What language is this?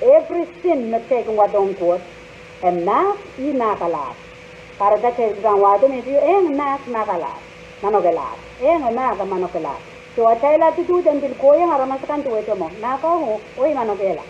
Pohnpeian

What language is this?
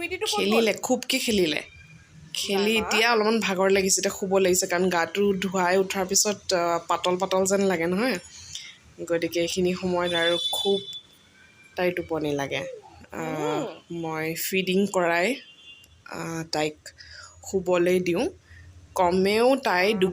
Assamese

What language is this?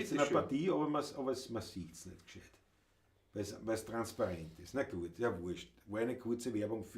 Bavarian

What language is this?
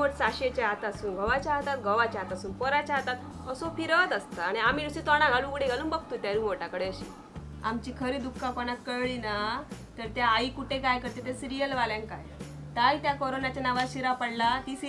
Konkani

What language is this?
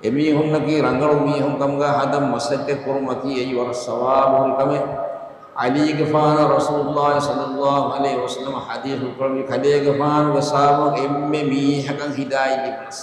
Divehi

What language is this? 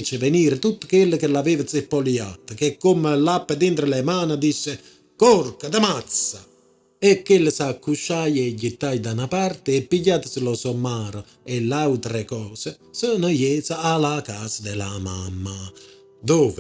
Neapolitan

